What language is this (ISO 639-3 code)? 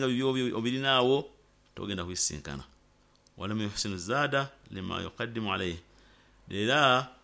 nyo